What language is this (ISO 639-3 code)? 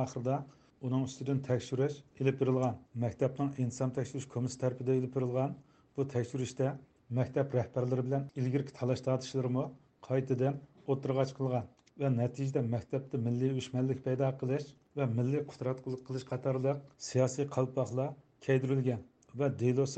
uig